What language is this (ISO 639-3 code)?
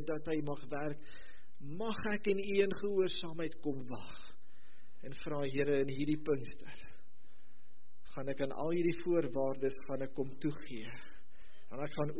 afr